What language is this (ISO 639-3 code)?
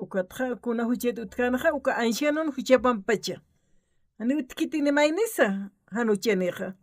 aym